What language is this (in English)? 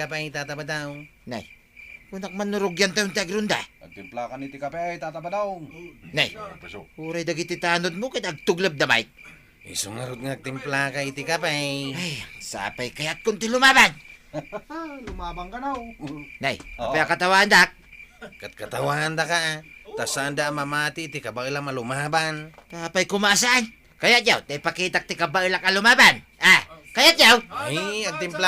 Iloko